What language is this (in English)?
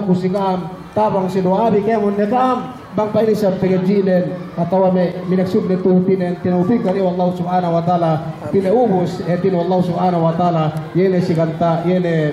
Yakan